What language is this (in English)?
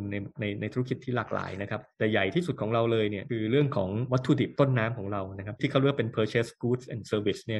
Thai